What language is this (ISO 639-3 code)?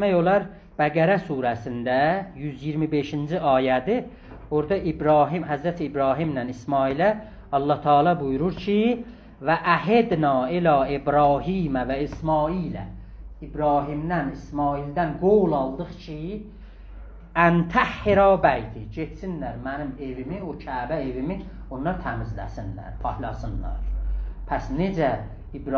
azb